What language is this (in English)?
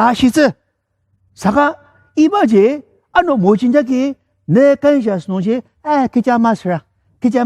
Ao Naga